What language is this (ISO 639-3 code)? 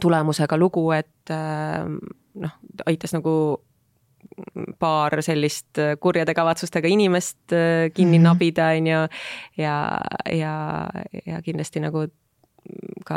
est